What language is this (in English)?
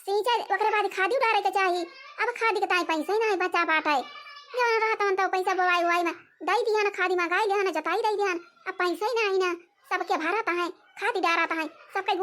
Awadhi